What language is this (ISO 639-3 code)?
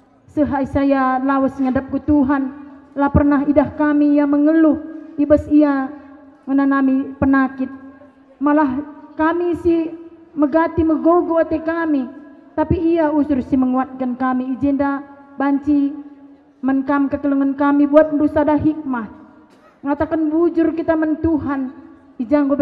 btx